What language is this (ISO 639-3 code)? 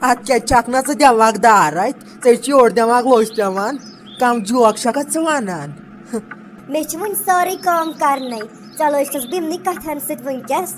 kas